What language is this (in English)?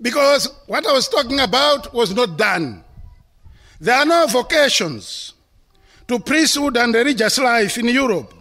English